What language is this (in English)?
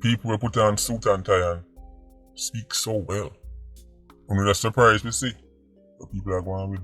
Jamaican Creole English